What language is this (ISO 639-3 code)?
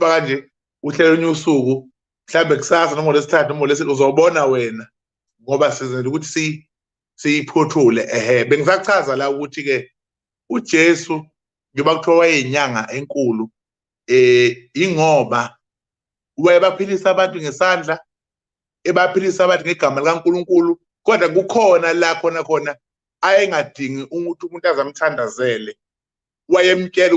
zul